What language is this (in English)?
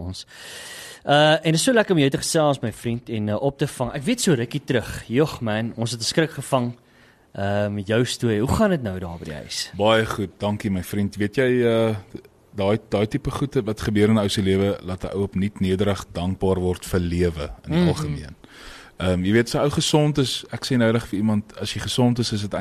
Afrikaans